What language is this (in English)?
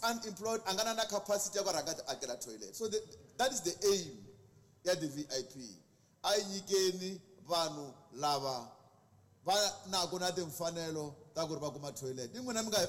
Tsonga